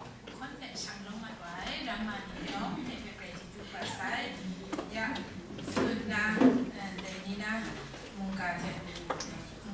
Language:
Kachin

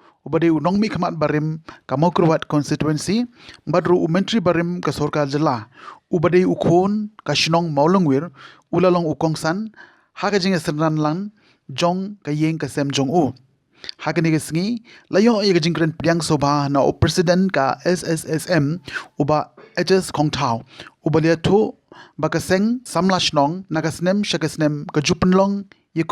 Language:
Khasi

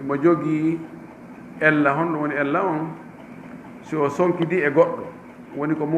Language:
Fula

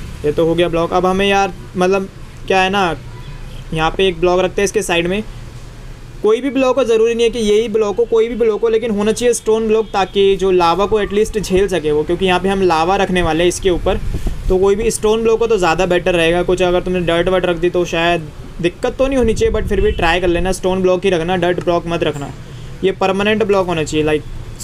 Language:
Hindi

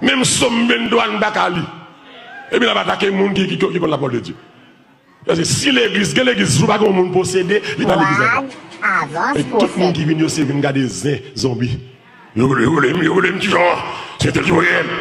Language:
Haitian Creole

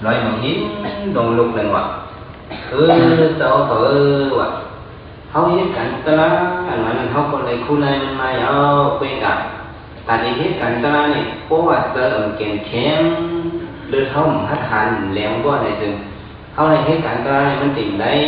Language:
Shan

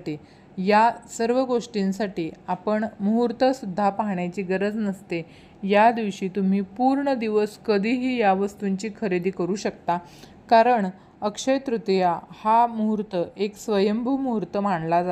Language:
Marathi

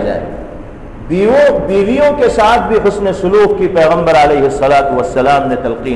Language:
Urdu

